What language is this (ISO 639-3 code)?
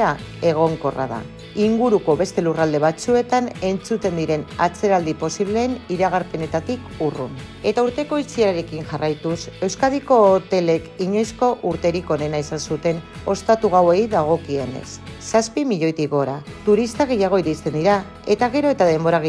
eus